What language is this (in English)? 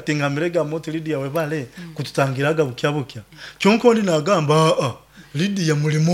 Nyoro